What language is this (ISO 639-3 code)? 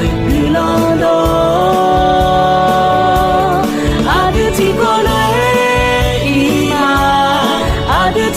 ahk